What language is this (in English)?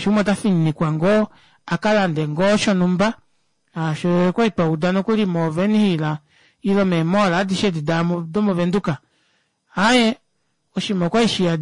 Kuanyama